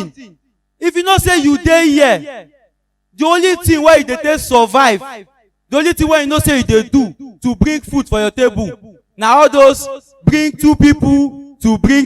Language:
Nigerian Pidgin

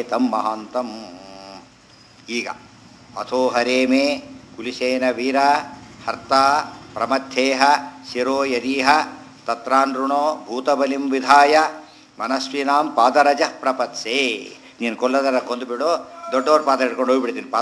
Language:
Kannada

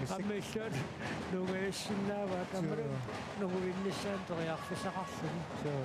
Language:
Kalaallisut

